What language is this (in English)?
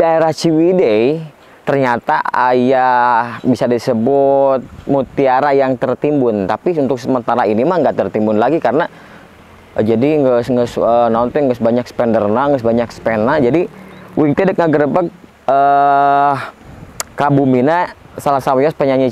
Sundanese